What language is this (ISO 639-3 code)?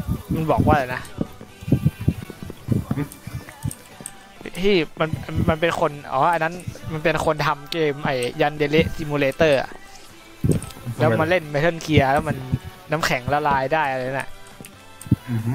tha